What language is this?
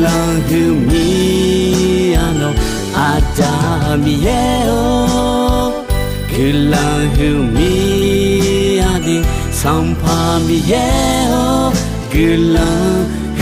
Akha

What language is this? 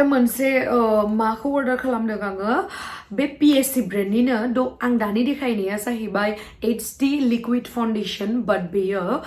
Bodo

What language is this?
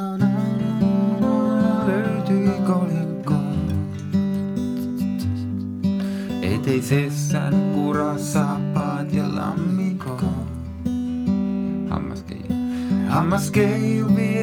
Finnish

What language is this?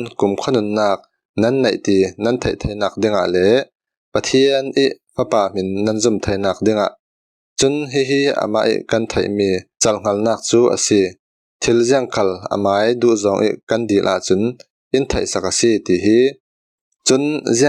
Falam Chin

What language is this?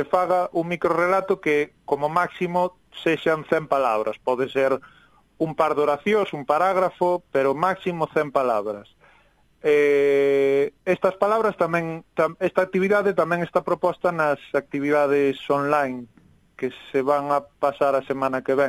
Galician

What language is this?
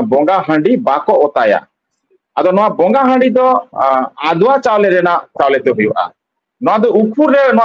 Santali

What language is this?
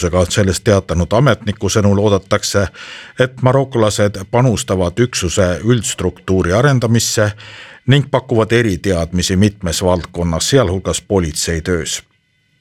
Estonian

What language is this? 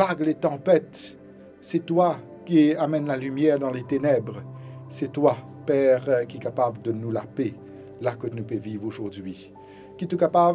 Morisyen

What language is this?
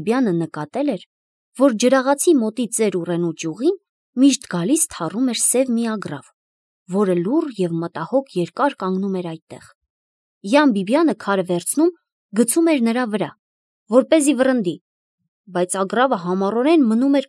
Armenian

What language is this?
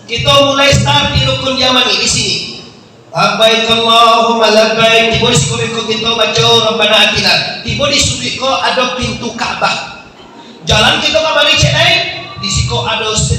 Minangkabau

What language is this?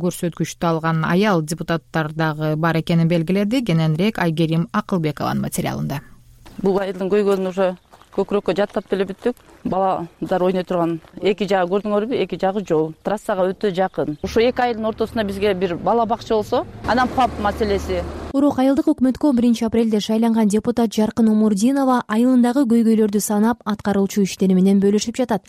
Kyrgyz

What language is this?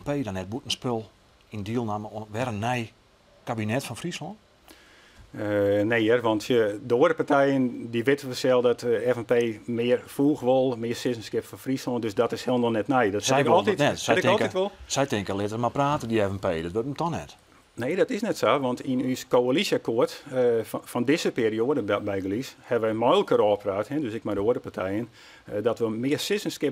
Western Frisian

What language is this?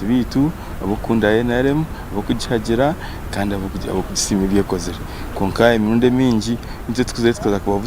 Nyankole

